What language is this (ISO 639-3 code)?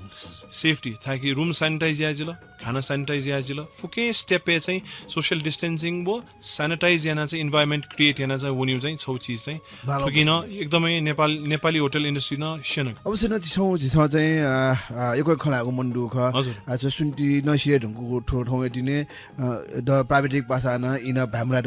new